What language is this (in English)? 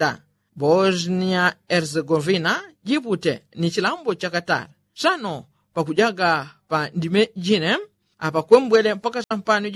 Yao